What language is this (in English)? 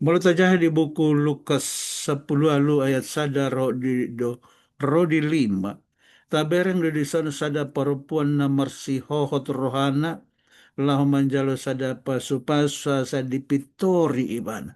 Batak Toba